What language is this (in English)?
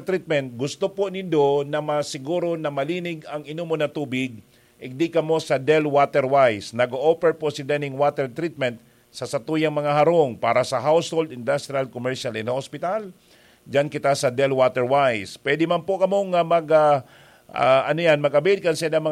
Bikol